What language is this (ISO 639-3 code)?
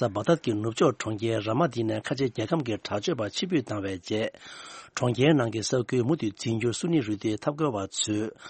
bod